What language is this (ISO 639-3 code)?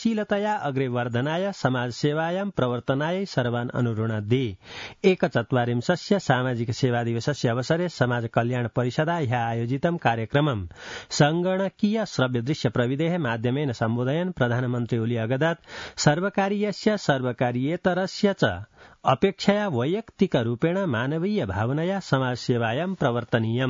san